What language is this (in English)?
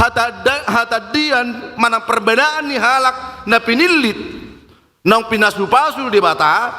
Batak Toba